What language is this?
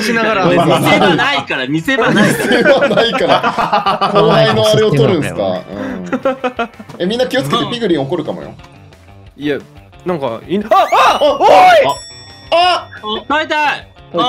Japanese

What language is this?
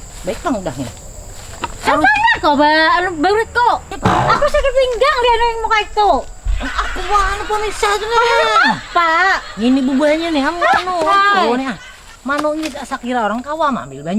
Banjar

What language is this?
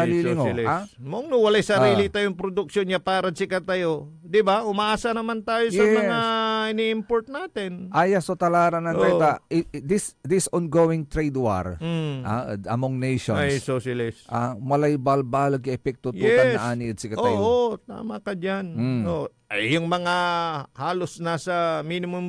Pangasinan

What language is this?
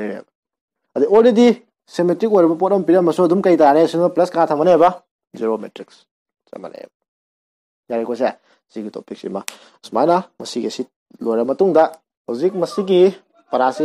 Manipuri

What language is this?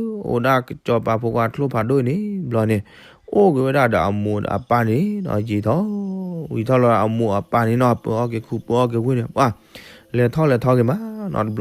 S'gaw Karen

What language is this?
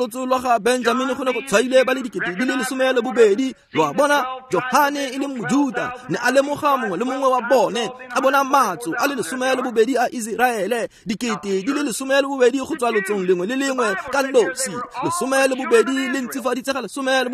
Tswana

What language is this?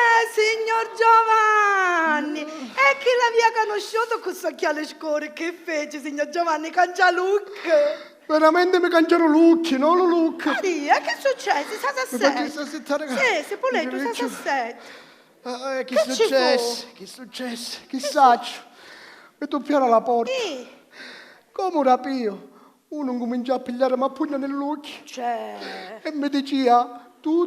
Sicilian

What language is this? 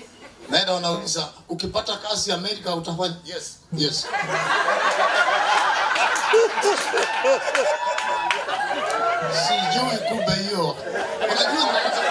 Swahili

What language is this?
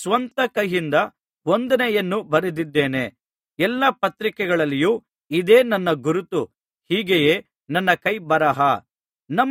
Kannada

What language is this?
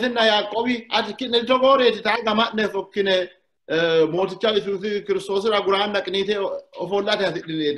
Sidamo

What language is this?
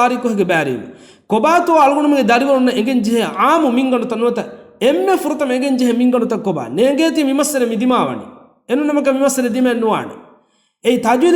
Divehi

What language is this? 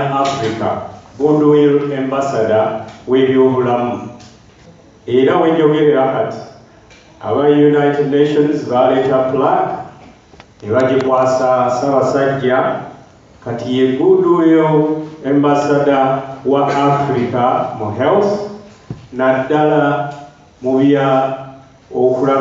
Ganda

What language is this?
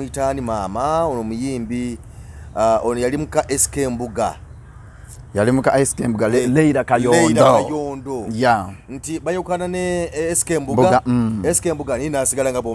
Ganda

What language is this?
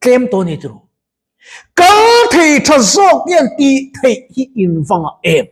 Mizo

